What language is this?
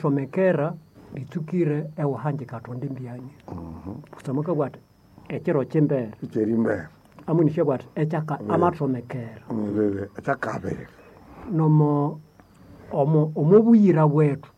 Nande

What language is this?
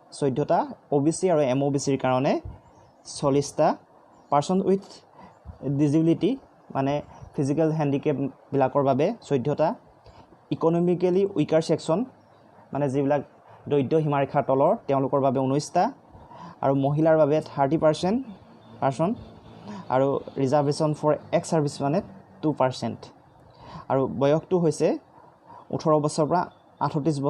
Assamese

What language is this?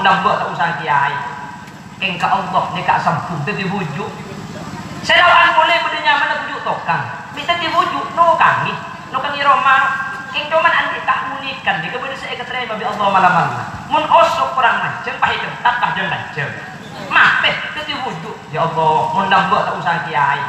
Madurese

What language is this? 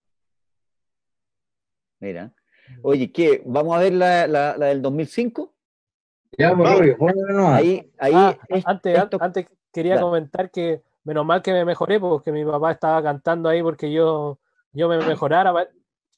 Spanish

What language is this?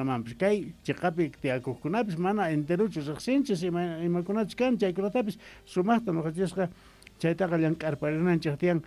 South Bolivian Quechua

